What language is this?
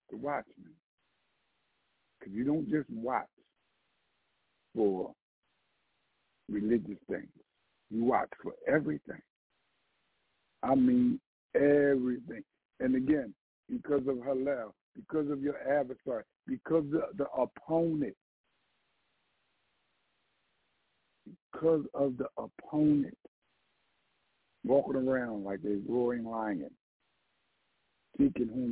English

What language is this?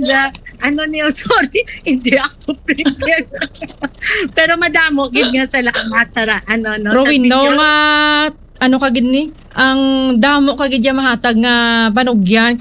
Hiligaynon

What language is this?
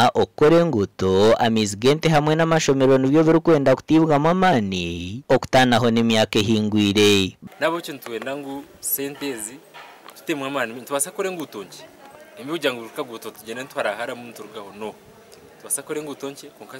Nyankole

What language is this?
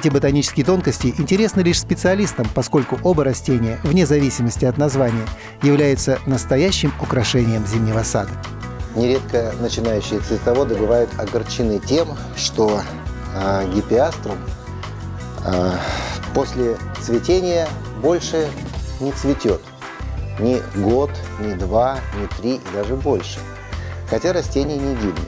Russian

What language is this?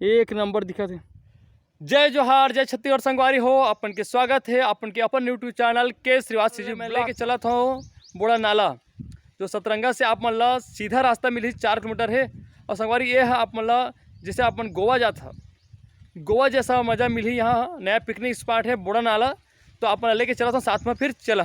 Chhattisgarhi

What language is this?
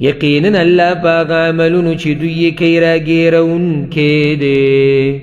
Pashto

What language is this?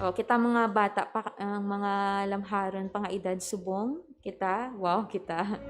Hiligaynon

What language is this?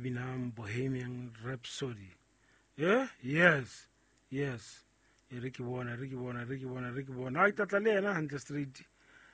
Southern Sotho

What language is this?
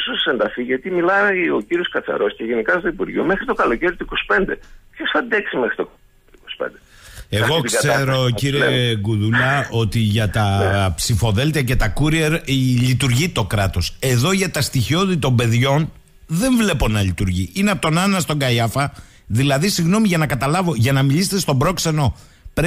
Greek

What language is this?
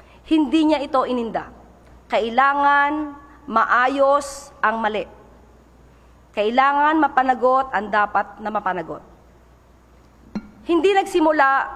Filipino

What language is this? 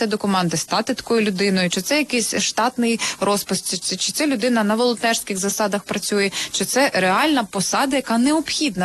Ukrainian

